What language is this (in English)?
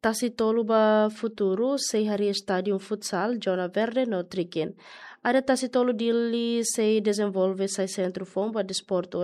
Tetum